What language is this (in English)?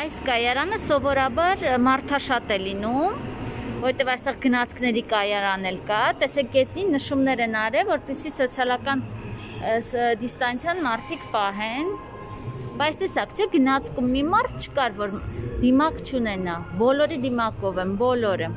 Armenian